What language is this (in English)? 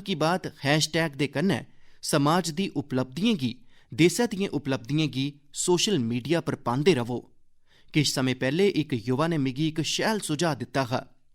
Dogri